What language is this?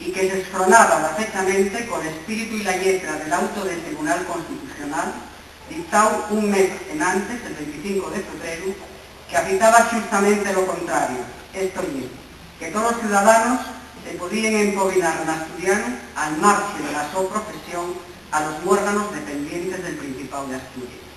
Asturian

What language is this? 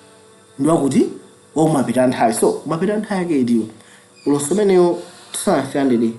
Nyanja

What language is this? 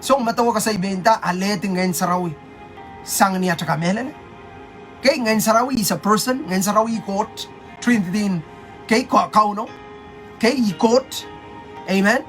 Pohnpeian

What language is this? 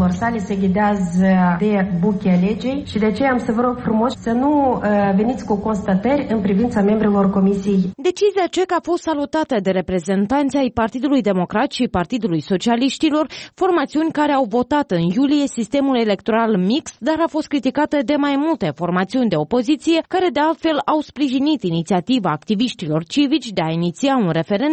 Romanian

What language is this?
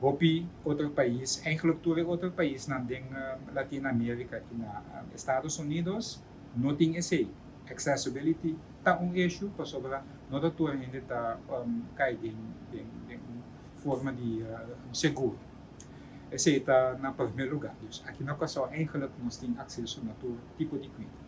Papiamento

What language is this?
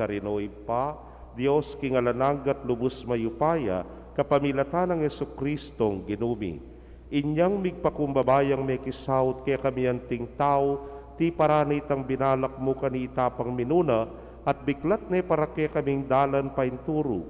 Pampanga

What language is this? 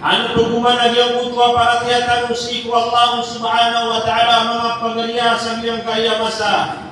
Maranao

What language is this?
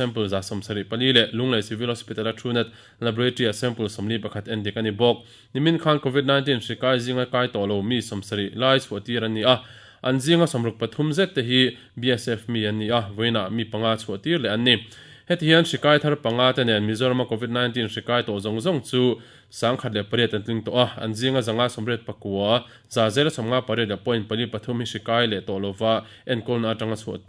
Mizo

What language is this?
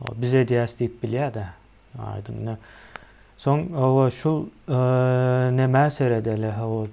Turkmen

